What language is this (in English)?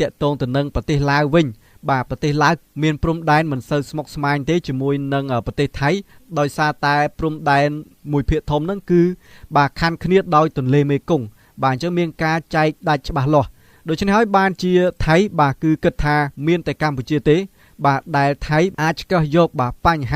Khmer